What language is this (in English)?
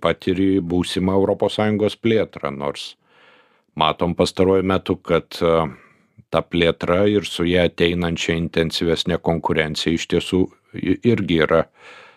Lithuanian